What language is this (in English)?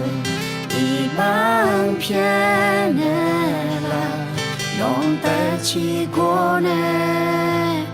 Akha